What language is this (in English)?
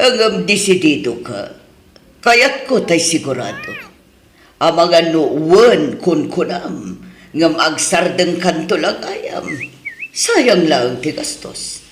Iloko